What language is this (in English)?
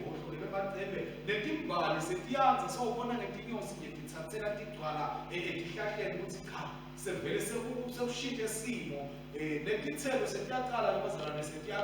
Swati